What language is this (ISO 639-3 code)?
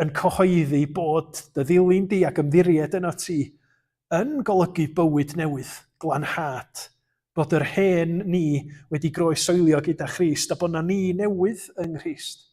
cym